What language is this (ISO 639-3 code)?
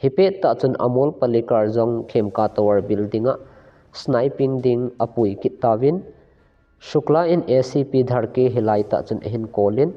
tcz